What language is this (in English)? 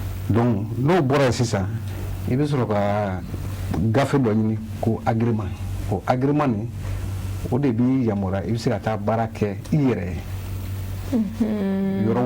Bambara